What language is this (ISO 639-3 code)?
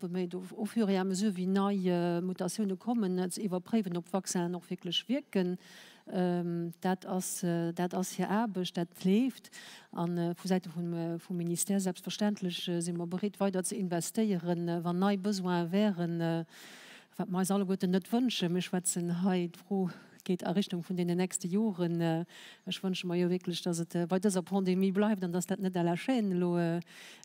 ltz